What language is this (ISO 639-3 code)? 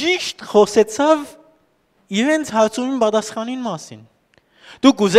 hyw